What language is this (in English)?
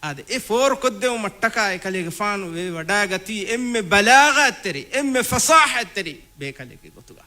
Divehi